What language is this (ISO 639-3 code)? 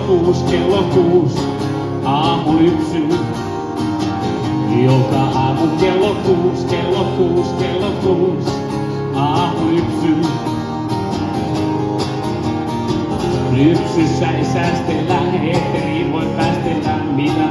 fin